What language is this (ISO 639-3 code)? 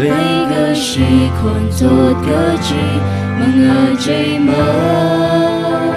nmf